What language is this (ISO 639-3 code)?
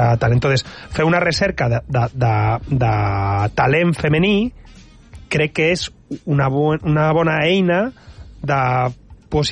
cat